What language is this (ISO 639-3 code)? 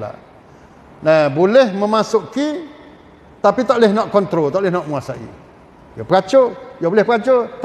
msa